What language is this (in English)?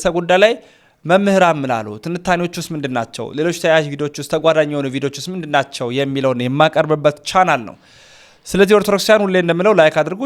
Amharic